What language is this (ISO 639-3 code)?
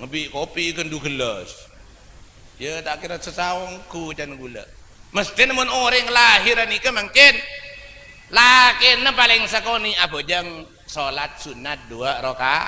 mad